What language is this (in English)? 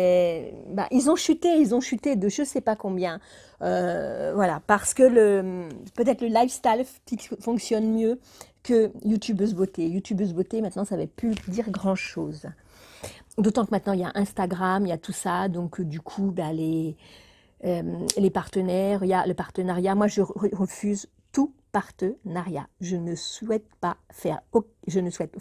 French